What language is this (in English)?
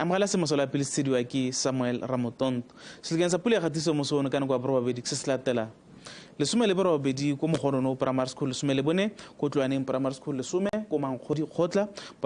Tswana